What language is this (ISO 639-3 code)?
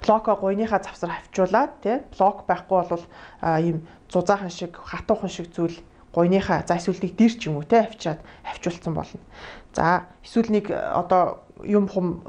mon